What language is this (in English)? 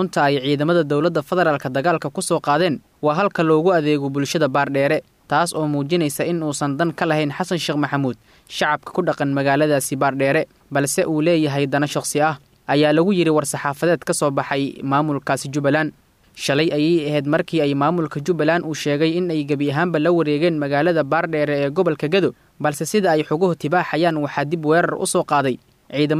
Somali